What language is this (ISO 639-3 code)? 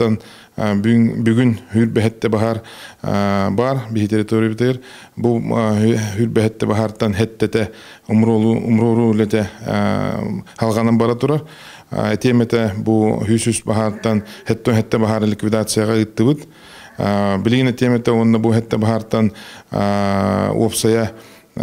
sah